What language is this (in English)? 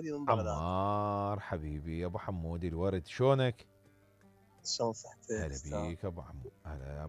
Mesopotamian Arabic